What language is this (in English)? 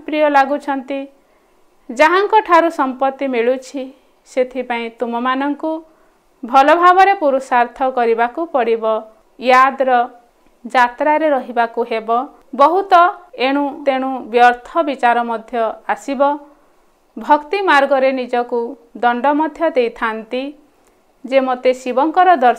Odia